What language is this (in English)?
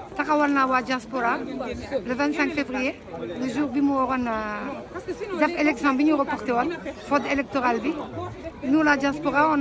Wolof